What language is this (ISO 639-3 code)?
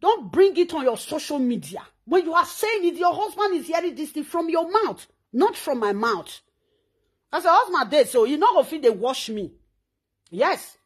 pcm